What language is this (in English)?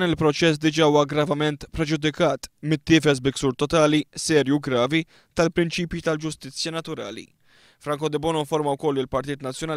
Maltese